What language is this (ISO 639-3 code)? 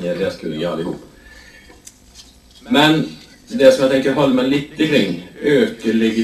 swe